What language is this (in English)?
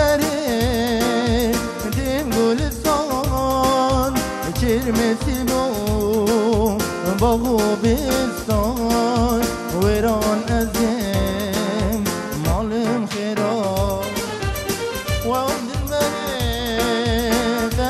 Persian